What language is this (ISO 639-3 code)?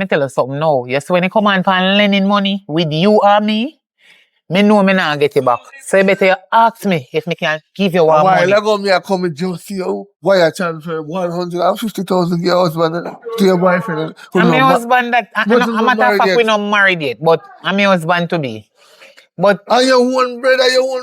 jam